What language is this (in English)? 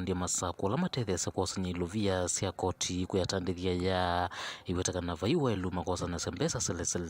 Kamba